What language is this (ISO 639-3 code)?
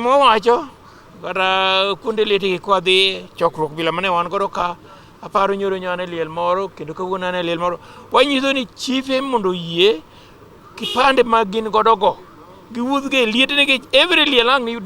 luo